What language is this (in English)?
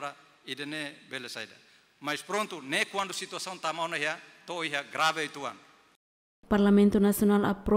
Tetum